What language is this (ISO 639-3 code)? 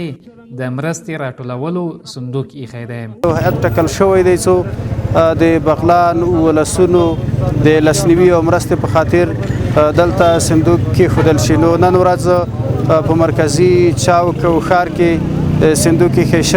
pus